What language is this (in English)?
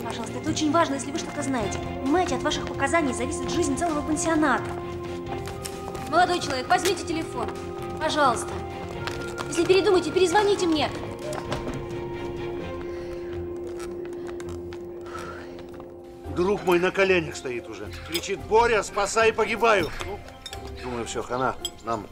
Russian